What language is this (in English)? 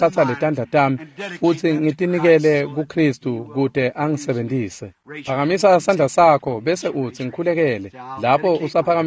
Swati